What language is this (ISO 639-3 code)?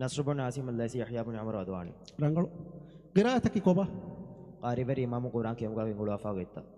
div